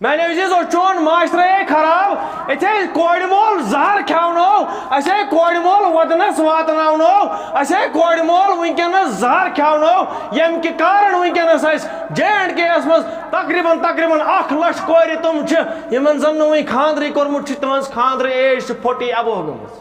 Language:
Kashmiri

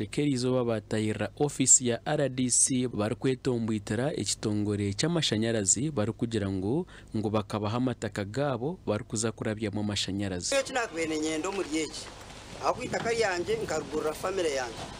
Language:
Nyankole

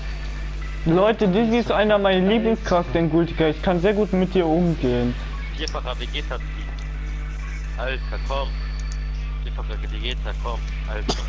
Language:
German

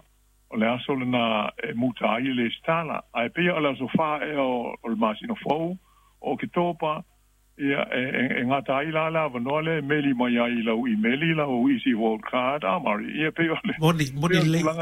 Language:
Samoan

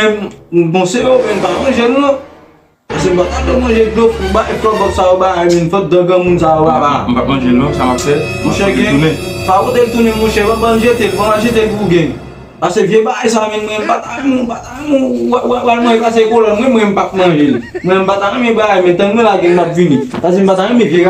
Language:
Haitian Creole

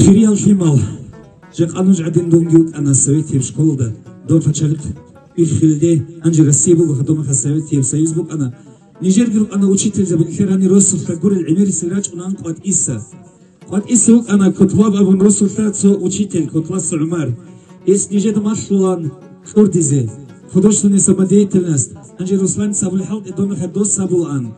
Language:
Avaric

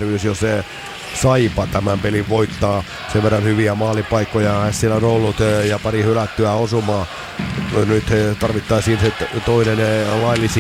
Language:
Finnish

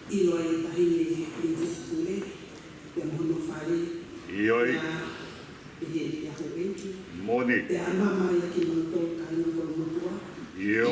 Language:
Tongan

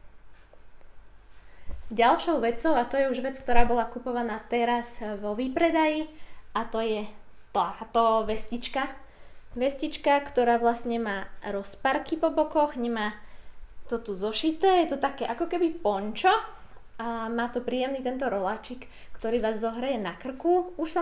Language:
Slovak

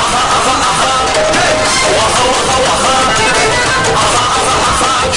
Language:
Kara-Kalpak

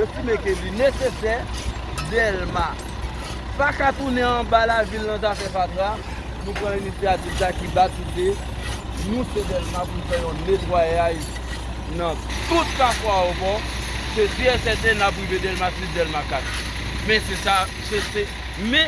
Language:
Haitian Creole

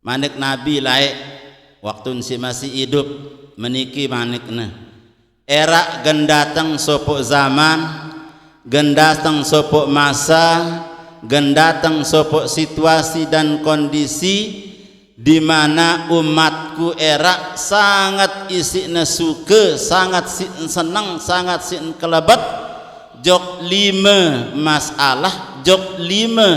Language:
Sasak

